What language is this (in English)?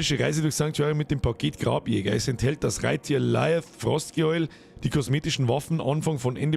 Bavarian